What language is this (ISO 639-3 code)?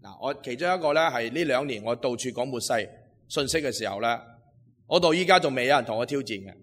yue